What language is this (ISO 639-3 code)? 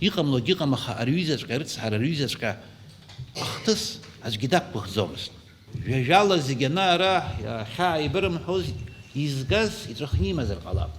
abk